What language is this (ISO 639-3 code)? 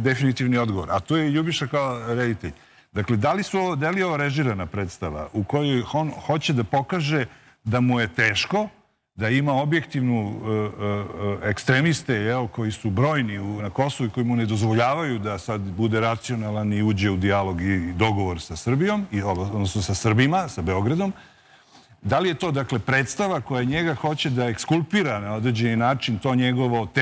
srp